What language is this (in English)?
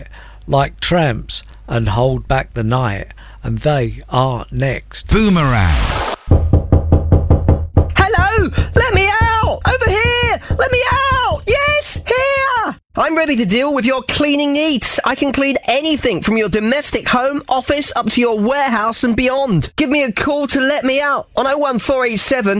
English